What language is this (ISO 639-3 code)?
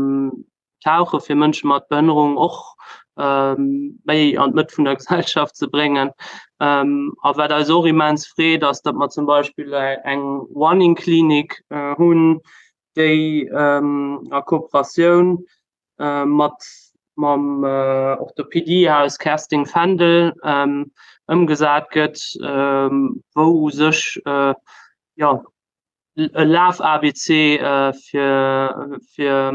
ltz